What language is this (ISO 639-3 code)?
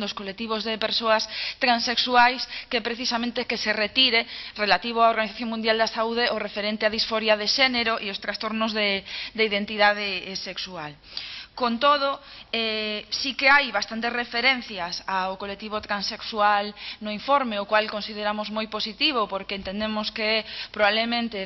glg